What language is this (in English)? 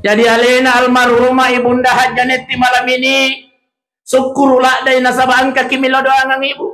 Buginese